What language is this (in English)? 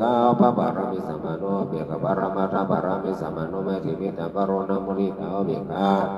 Pali